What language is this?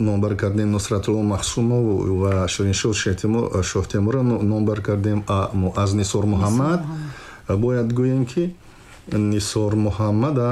Tajik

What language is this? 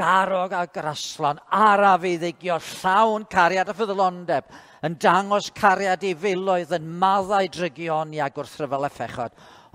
Welsh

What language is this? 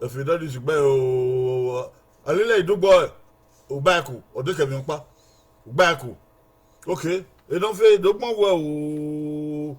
Bini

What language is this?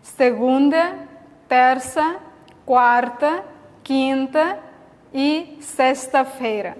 Tetum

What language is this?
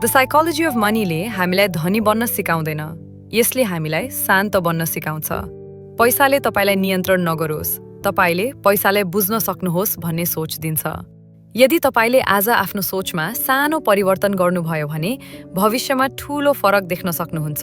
Nepali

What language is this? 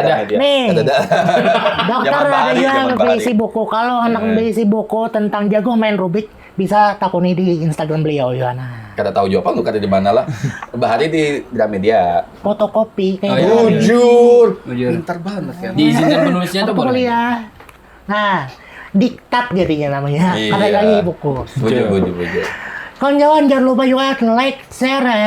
Banjar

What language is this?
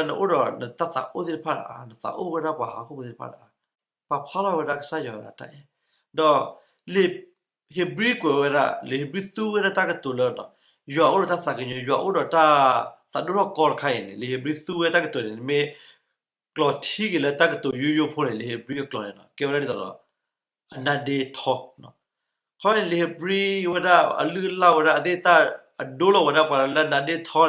S'gaw Karen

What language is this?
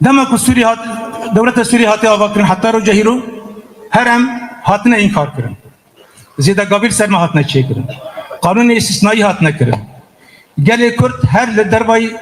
Kurdish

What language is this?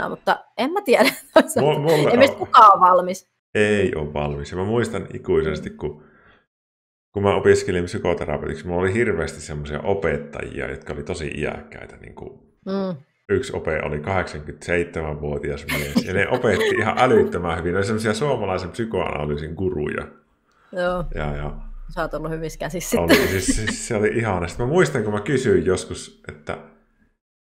Finnish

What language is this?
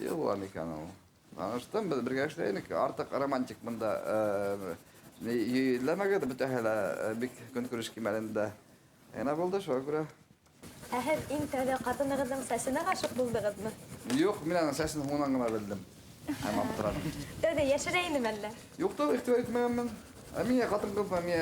Bashkir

